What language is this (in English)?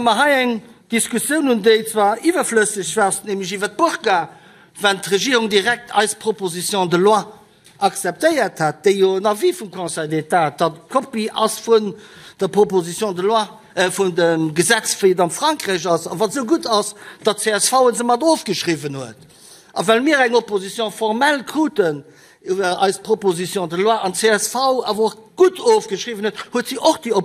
Luxembourgish